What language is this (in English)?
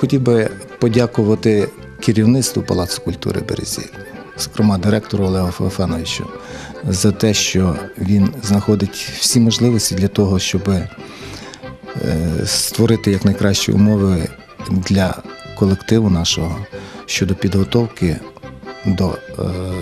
Ukrainian